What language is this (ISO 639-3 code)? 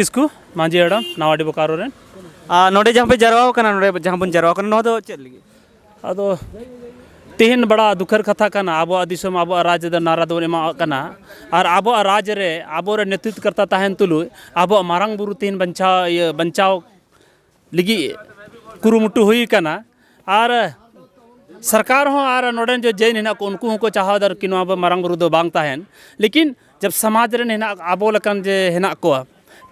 sat